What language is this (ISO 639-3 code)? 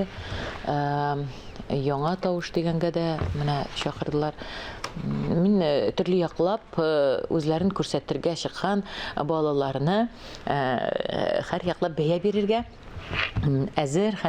tat